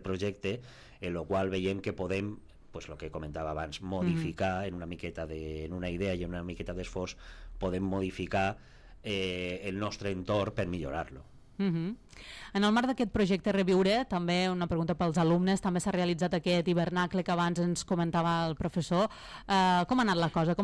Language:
Catalan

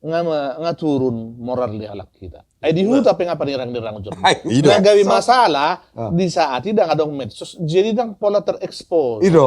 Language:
Batak Toba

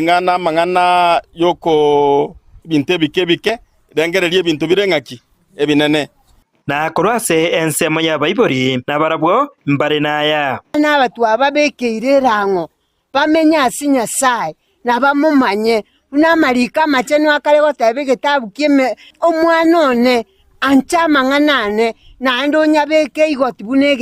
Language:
Gusii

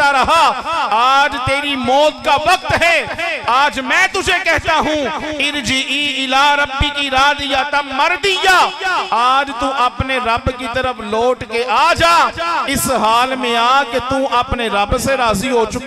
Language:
Urdu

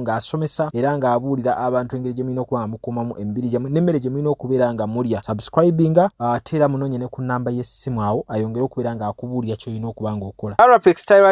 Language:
Ganda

